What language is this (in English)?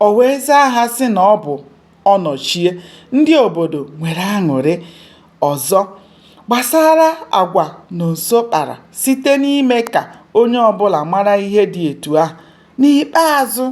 Igbo